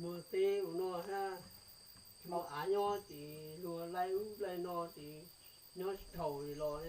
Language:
Hmong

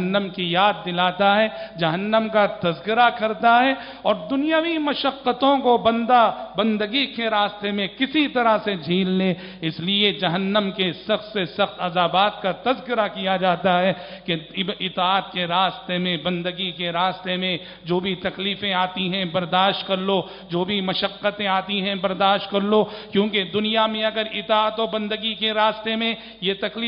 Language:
Urdu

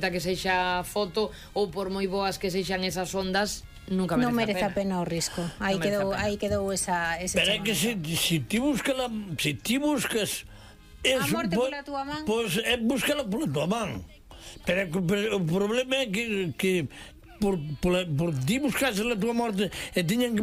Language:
Galician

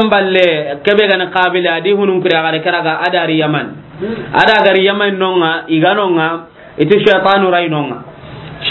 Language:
Soninke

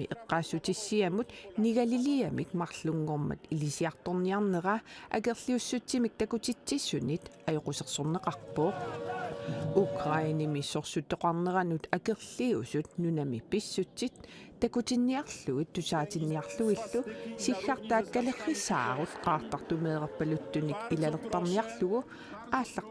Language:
Kalaallisut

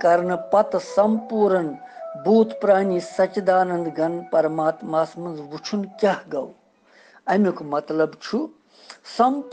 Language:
Kashmiri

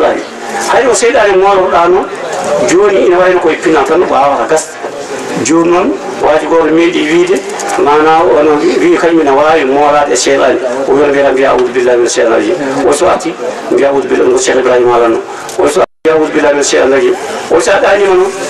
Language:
Fula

